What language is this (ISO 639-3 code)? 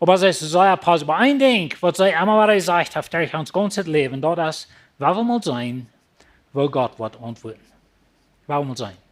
pdt